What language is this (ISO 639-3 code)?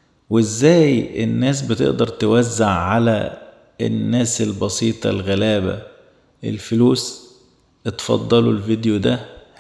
arz